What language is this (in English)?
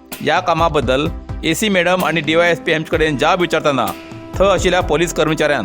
Konkani